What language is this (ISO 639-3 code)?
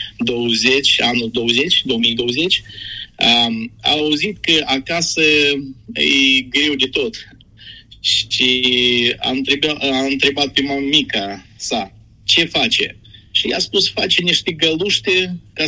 ron